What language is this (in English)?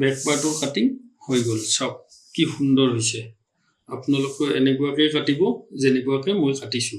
Assamese